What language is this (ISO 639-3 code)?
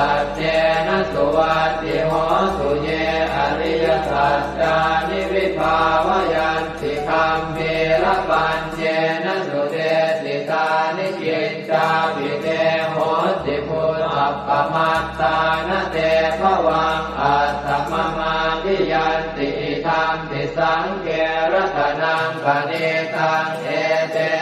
pli